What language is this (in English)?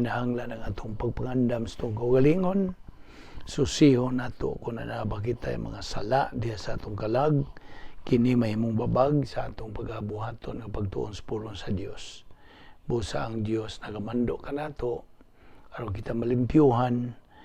Cebuano